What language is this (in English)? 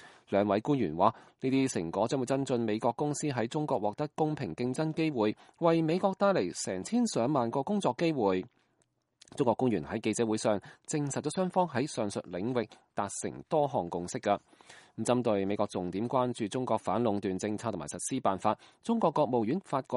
Cantonese